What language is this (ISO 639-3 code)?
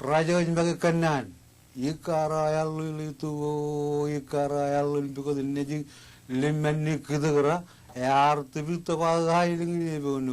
mah